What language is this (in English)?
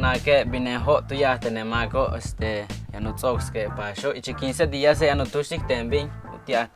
Yucateco